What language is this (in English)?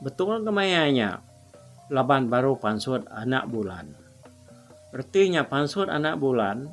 Iban